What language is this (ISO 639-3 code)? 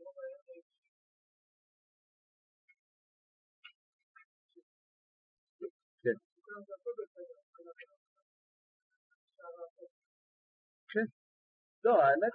heb